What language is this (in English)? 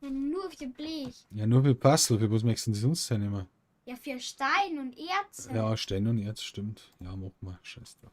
Bavarian